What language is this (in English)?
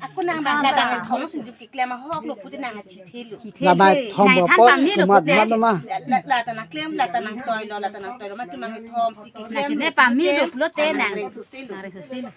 Karbi